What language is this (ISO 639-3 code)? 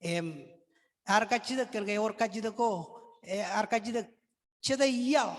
mah